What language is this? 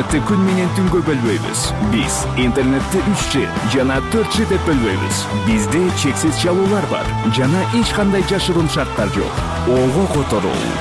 Kyrgyz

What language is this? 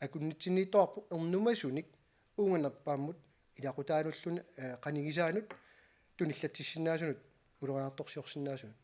Kalaallisut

